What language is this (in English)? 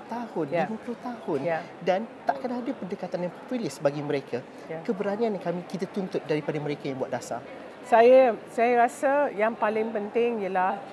Malay